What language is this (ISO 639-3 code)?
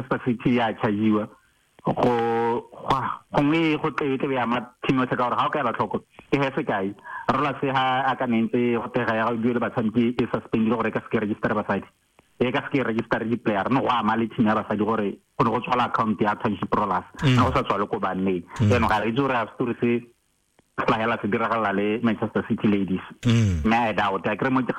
tsn